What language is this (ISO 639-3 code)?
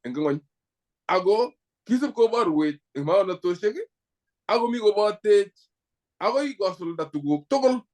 kln